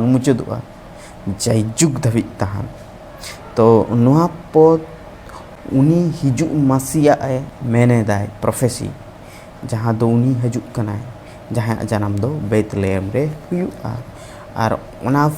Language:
Santali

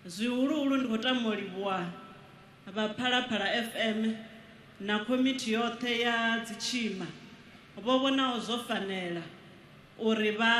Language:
Venda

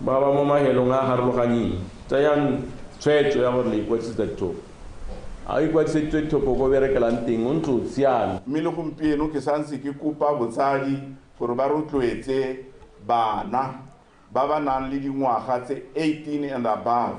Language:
Tswana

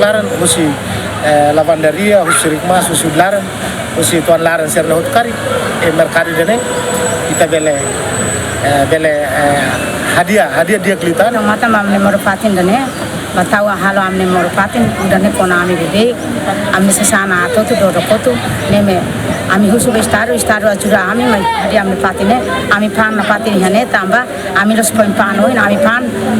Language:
Tetum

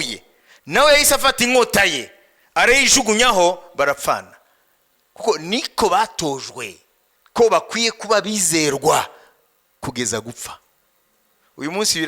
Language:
Kinyarwanda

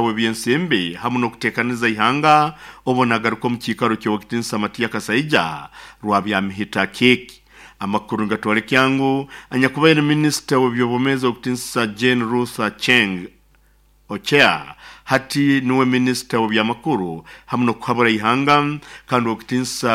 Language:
Nyoro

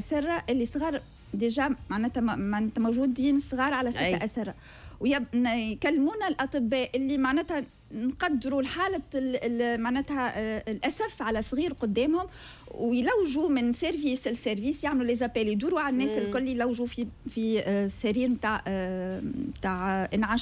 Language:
Tunisian Arabic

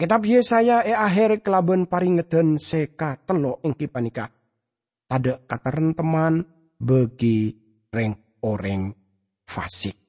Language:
Madurese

